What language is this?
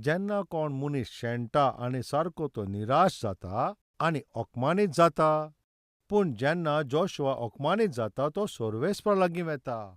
Konkani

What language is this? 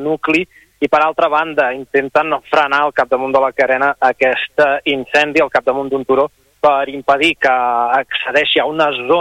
Catalan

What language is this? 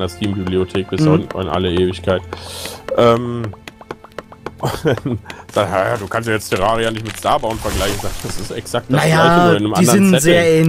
German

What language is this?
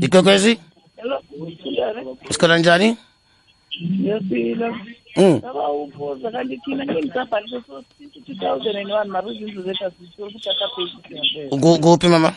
South Ndebele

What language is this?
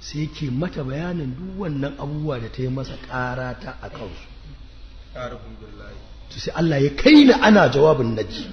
Hausa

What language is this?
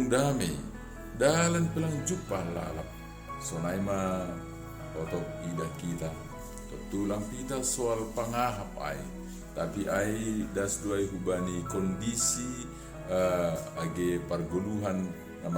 Batak Simalungun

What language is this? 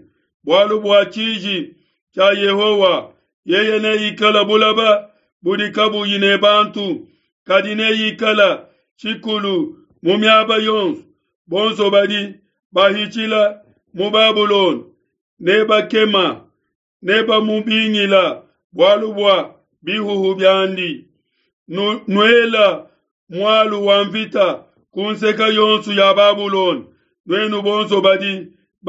Luba-Lulua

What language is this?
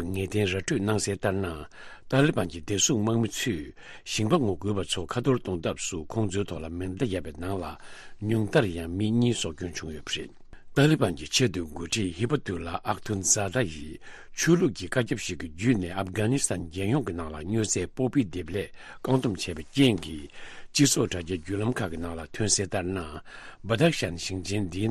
Tibetan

